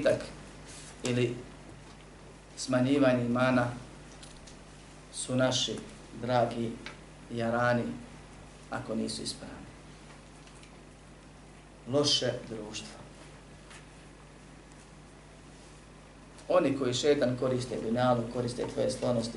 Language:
Bosnian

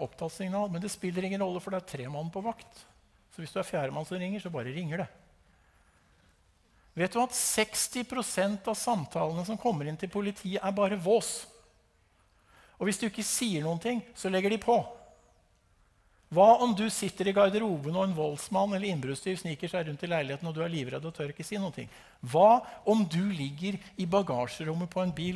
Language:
Norwegian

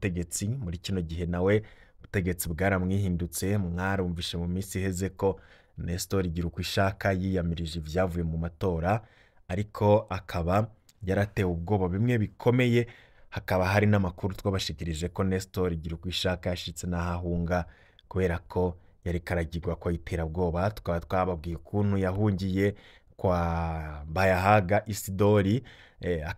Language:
Rundi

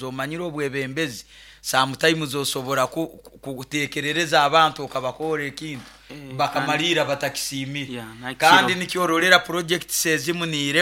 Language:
Nyoro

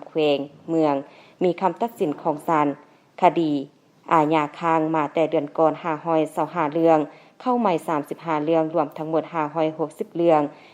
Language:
Lao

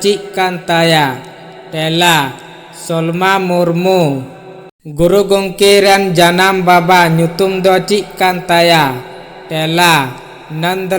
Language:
Santali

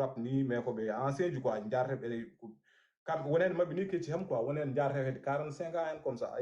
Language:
Fula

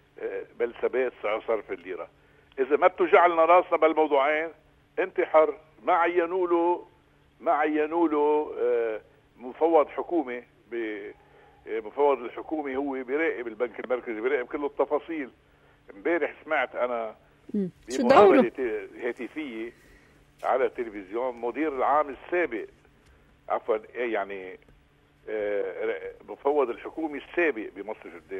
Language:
North Levantine Arabic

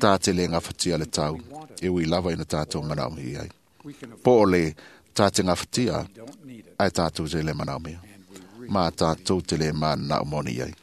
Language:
Samoan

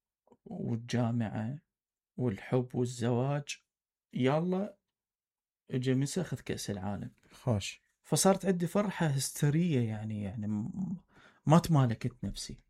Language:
Mesopotamian Arabic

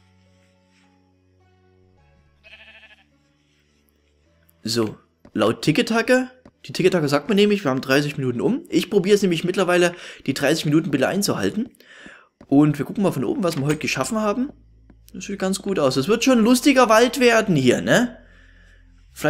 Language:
German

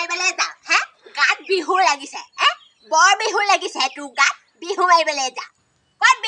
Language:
Assamese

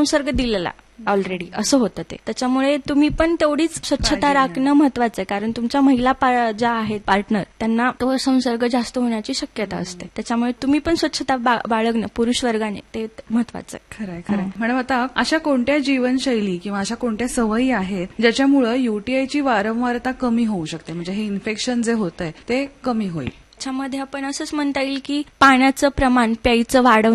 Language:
Marathi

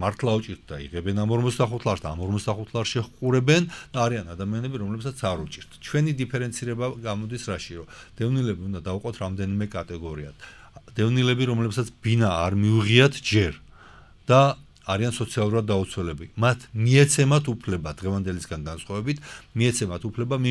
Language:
Georgian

